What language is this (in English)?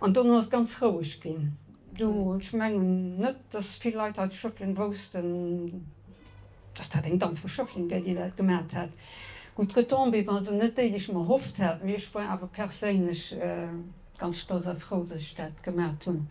Luxembourgish